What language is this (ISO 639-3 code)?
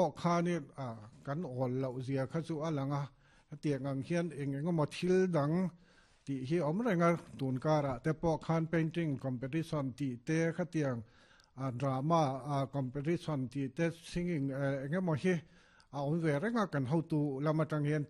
lus